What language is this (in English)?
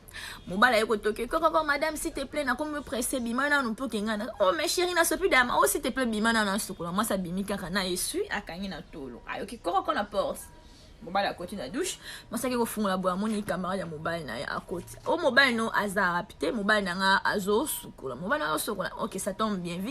Lingala